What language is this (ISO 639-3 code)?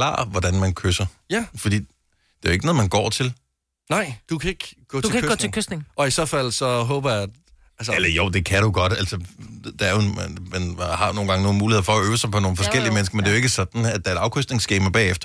dan